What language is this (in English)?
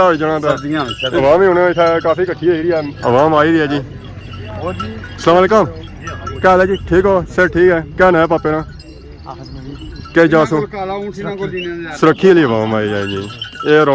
Pahari-Potwari